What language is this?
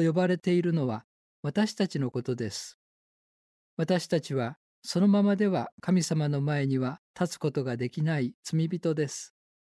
Japanese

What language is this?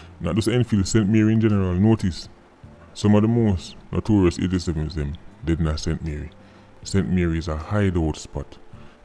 Jamaican Creole English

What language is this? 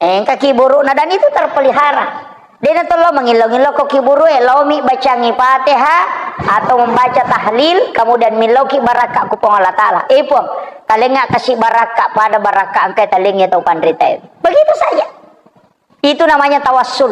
Buginese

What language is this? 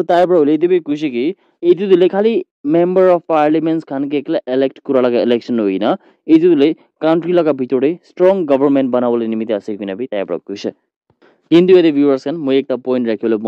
Naga Pidgin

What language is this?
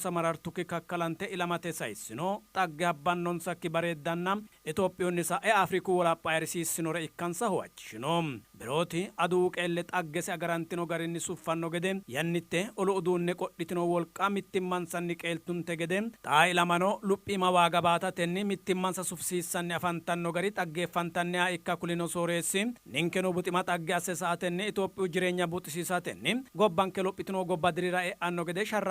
Sidamo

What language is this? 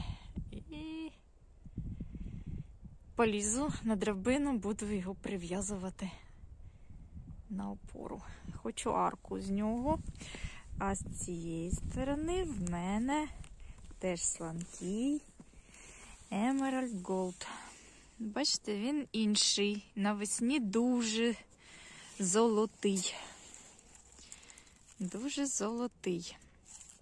Ukrainian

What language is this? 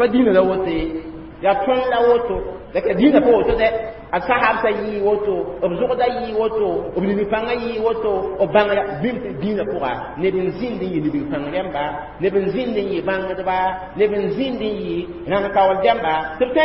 Mossi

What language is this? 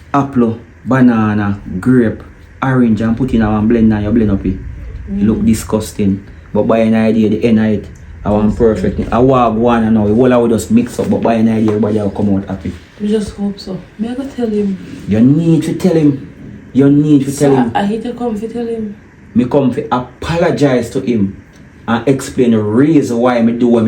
Jamaican Creole English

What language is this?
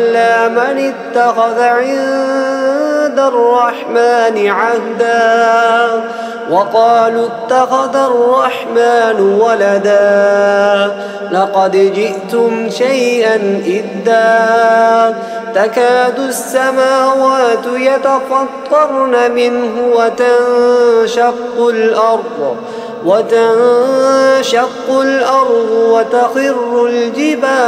Arabic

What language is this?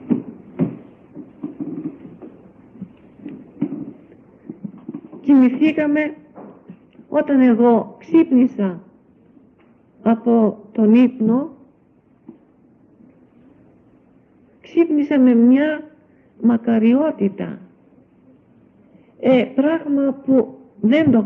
Greek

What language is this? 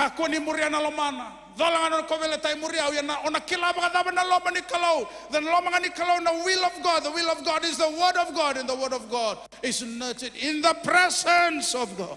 Fijian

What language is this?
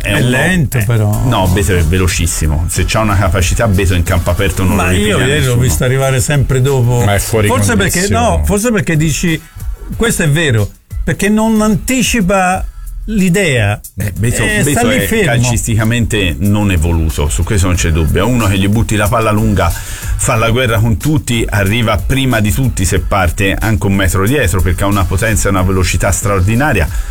Italian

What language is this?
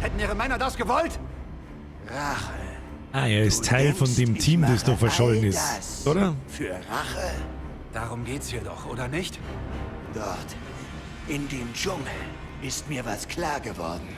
Bavarian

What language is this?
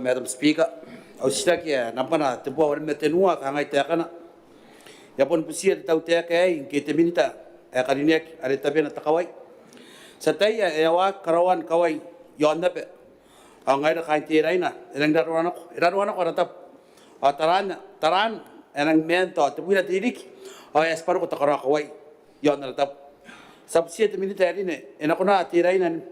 Gilbertese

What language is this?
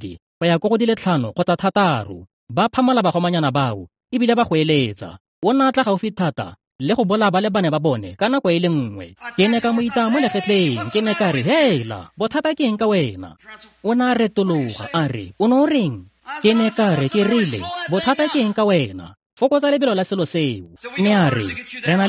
Tswana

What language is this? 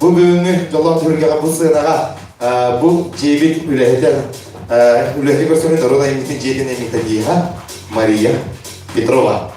Yakut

